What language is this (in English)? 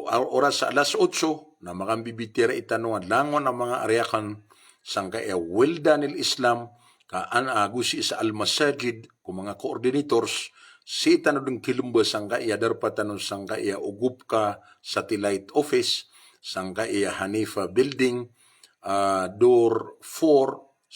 Maranao